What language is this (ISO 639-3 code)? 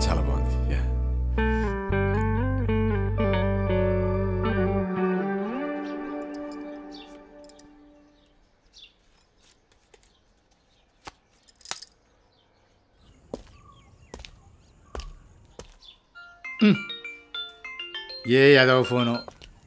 tel